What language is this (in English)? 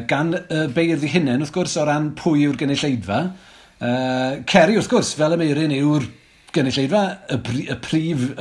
Welsh